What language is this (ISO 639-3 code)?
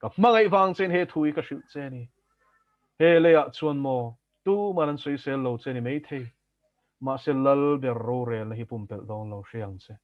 lus